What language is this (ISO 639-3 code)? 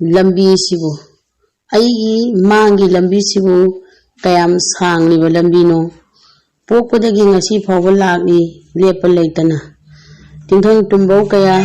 mni